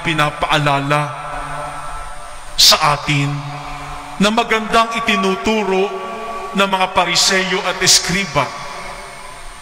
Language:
Filipino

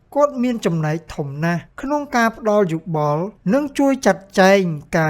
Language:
Khmer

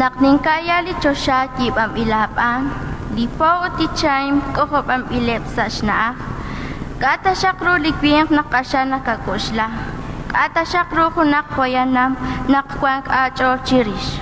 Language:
Kekchí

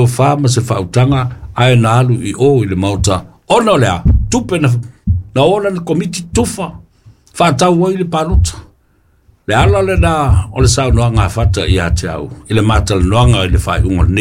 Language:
Samoan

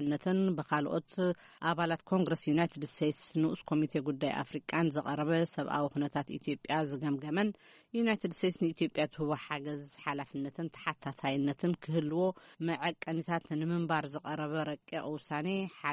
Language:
Tigrinya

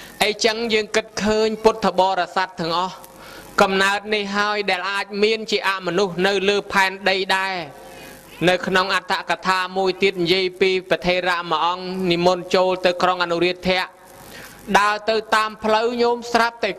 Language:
Khmer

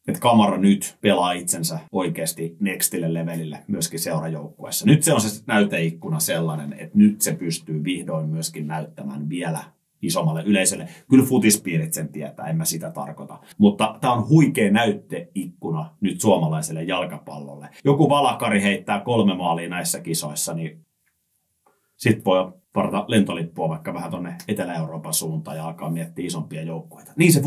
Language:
Finnish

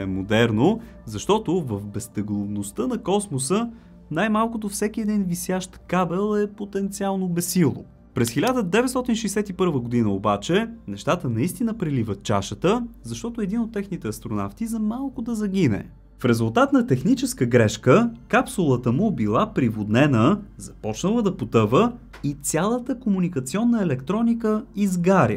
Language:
Bulgarian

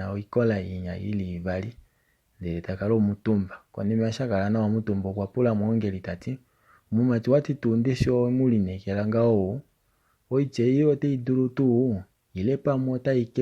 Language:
Kuanyama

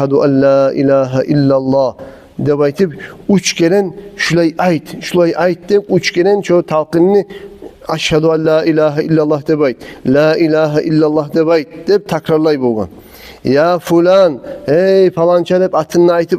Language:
Kumyk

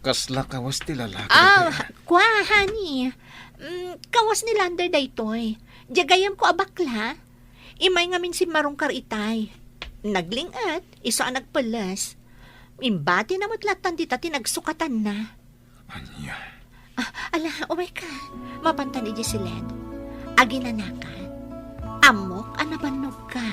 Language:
Iloko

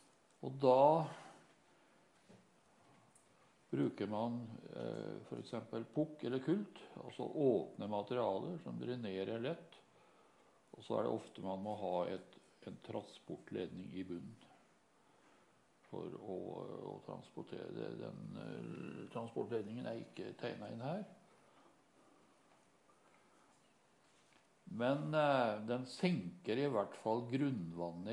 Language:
Norwegian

